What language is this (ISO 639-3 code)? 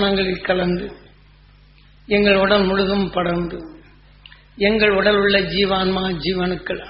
tam